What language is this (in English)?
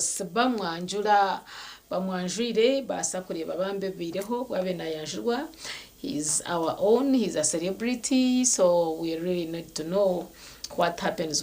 Nyankole